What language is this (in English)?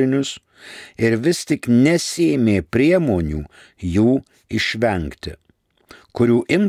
Lithuanian